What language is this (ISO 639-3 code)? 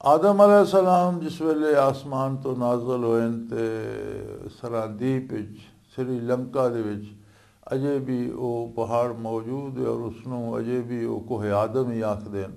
lah